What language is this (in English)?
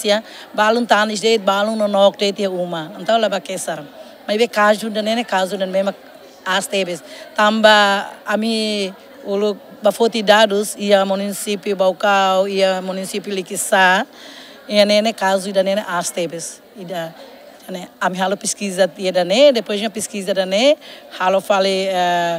Tetum